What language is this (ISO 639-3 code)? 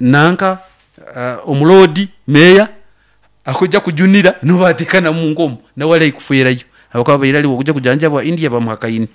nyo